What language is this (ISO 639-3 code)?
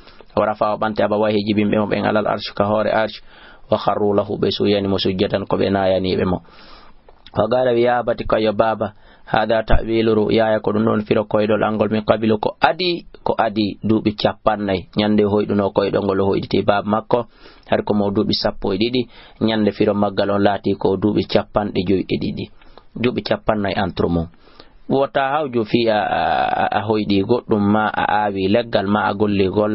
ful